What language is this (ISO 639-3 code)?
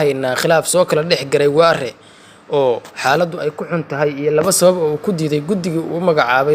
som